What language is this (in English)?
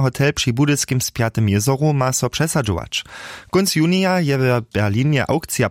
Upper Sorbian